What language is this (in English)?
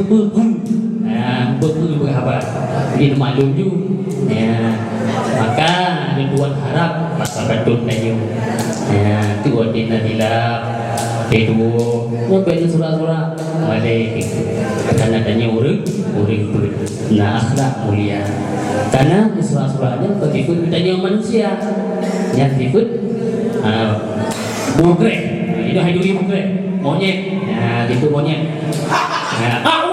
Achinese